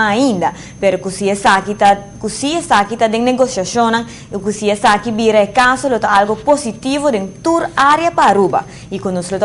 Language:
Papiamento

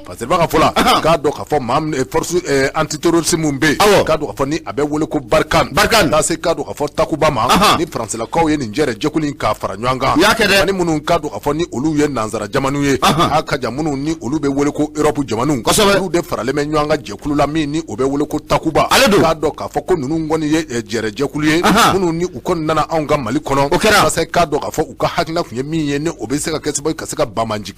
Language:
Bambara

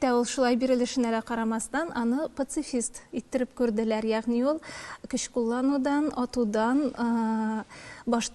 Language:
Tatar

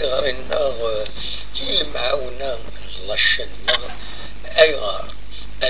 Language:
Kabyle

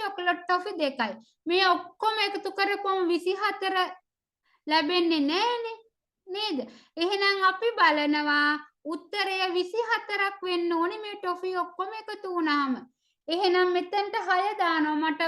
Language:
Sinhala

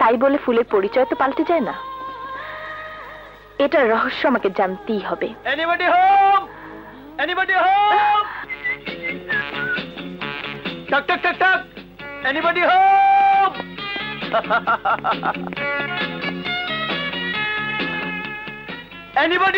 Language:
Bangla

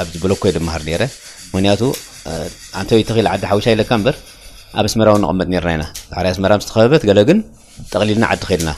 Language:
Tigrinya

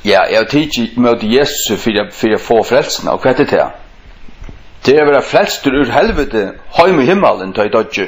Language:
Faroese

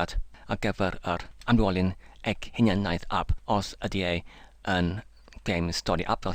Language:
Welsh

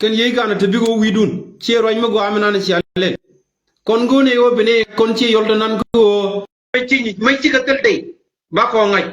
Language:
Nuer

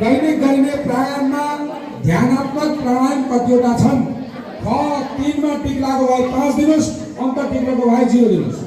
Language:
Nepali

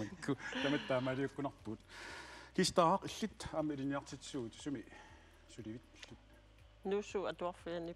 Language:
Kalaallisut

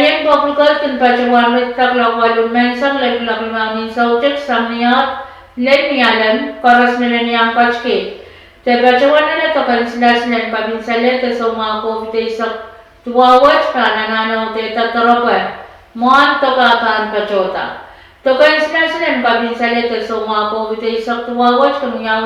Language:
Pohnpeian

